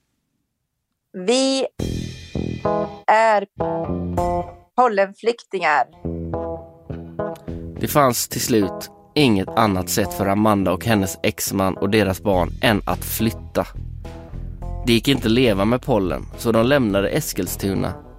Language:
Swedish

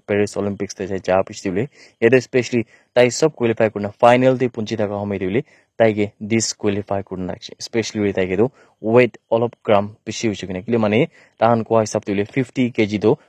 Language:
Naga Pidgin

